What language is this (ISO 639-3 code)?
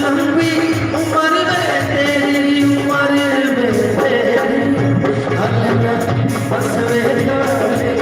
skr